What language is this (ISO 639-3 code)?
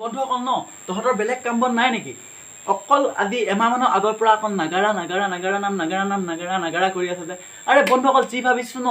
asm